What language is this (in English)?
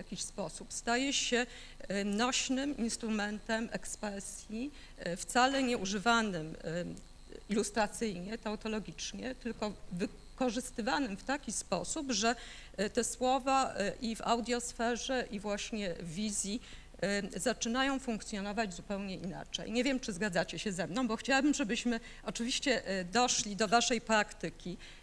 Polish